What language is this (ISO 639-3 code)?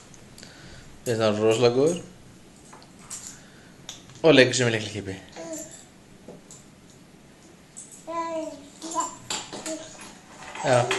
isl